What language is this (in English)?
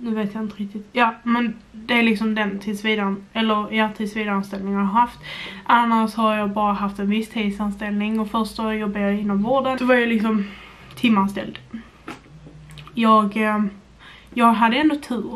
Swedish